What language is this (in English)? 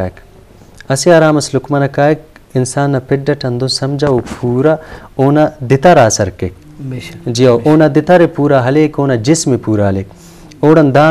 Brahui